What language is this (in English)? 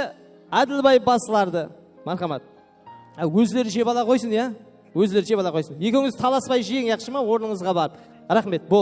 Kara-Kalpak